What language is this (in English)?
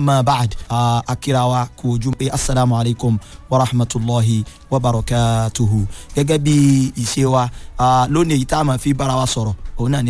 Yoruba